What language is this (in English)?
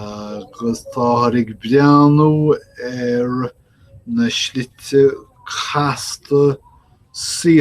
Irish